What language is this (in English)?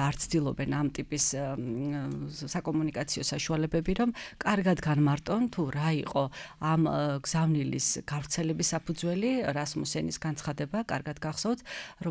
Georgian